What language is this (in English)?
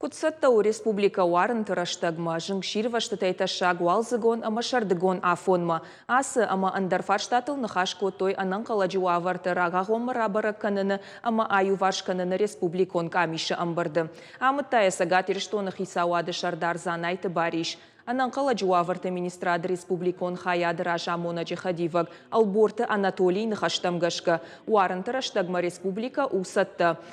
Ossetic